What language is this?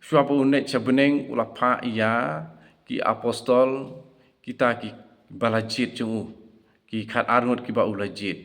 Khasi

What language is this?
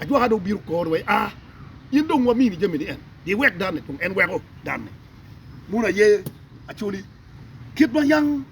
Acoli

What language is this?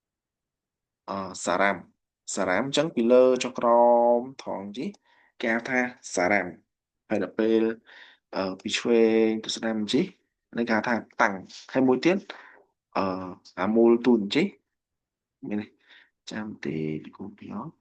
Khmer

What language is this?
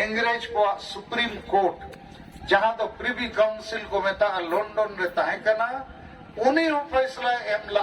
Santali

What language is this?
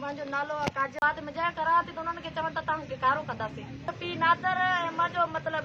Sindhi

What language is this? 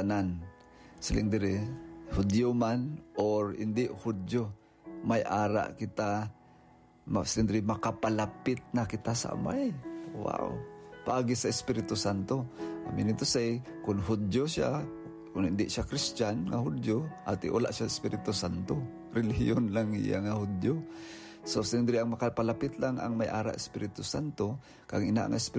Hiligaynon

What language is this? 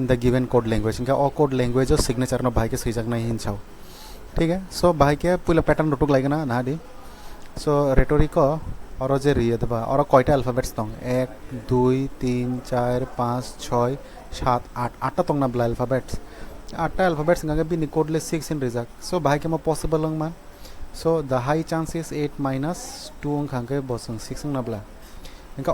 Kok Borok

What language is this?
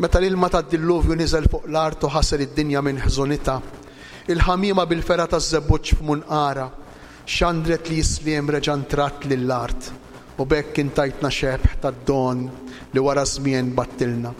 Maltese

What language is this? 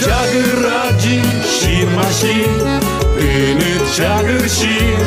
Udmurt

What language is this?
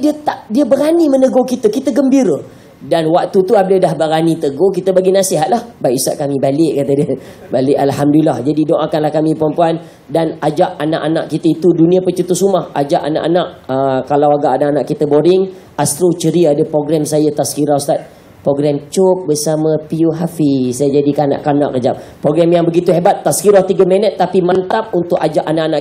Malay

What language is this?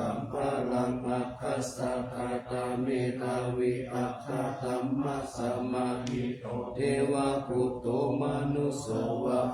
Pali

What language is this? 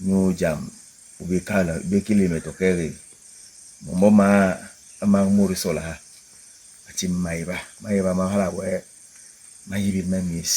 Basaa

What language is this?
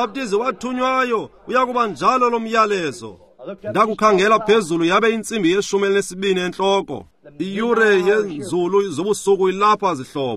Xhosa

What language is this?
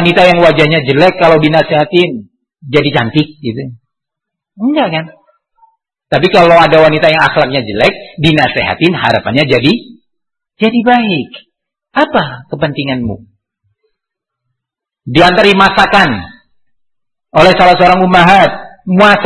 Indonesian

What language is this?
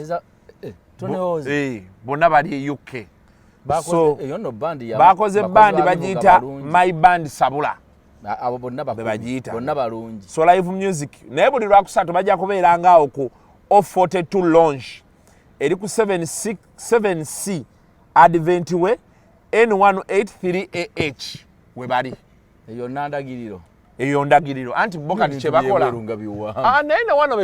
Ganda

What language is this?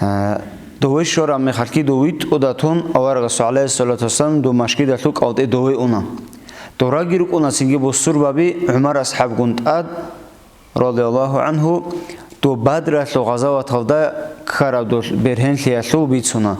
Avaric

